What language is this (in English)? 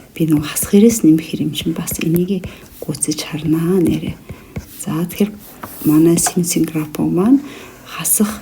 Mongolian